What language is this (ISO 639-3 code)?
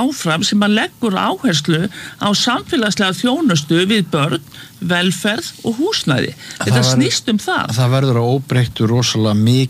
isl